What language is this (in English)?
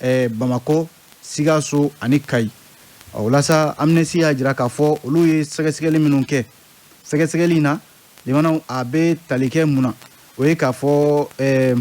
Bambara